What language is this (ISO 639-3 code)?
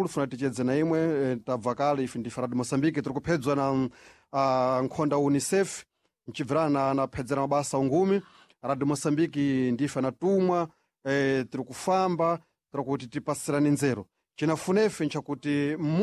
seh